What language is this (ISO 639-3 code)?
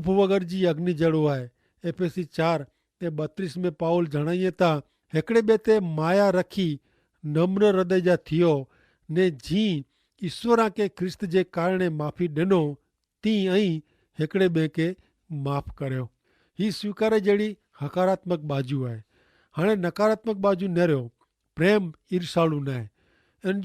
kfr